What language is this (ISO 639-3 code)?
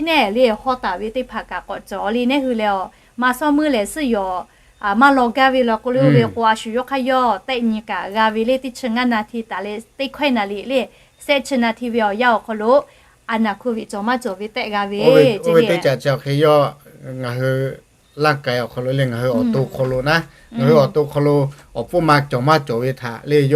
lhu